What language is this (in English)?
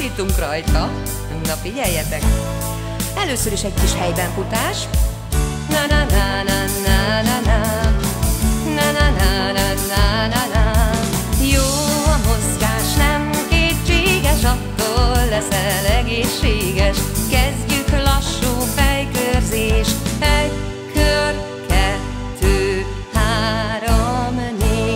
Hungarian